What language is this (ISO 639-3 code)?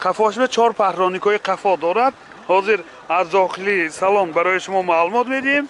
tgk